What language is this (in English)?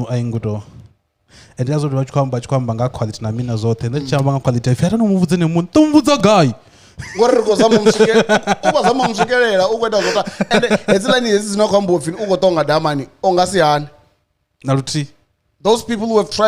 Venda